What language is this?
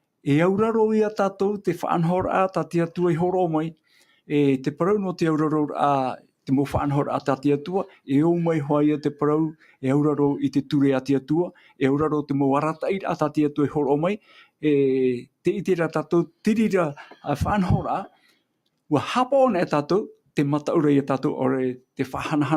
Tahitian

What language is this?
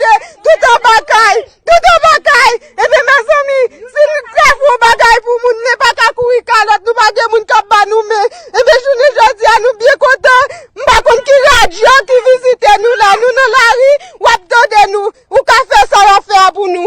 Haitian Creole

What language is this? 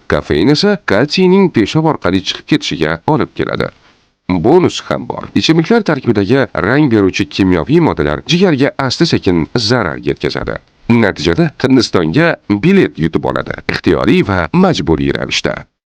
Uzbek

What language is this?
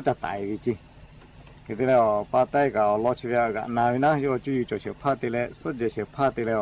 Lahu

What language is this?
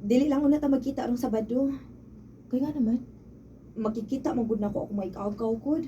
Cebuano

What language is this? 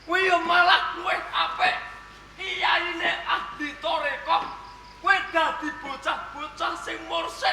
Javanese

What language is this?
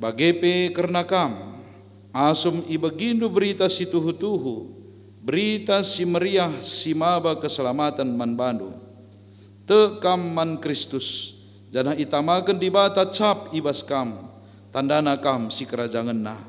Batak Karo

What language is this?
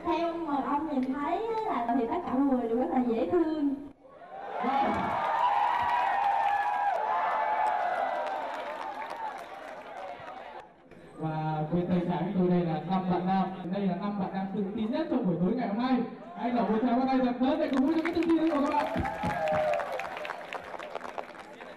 Vietnamese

